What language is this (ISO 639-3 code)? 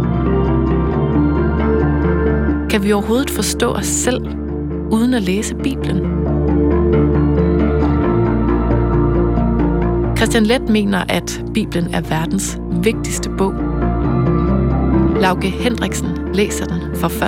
dan